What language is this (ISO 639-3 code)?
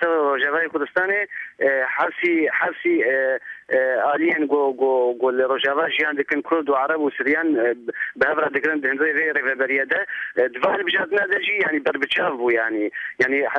kur